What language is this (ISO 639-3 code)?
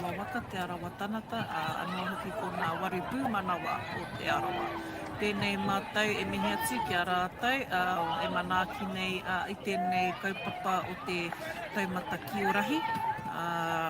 mri